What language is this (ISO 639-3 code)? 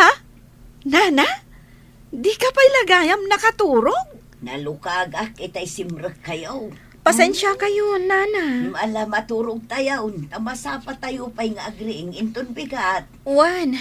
ilo